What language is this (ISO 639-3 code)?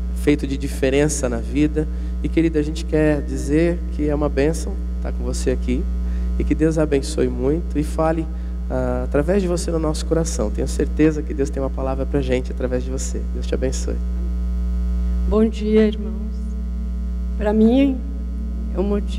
por